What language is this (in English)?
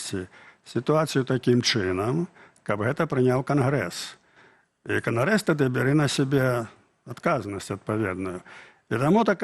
Belarusian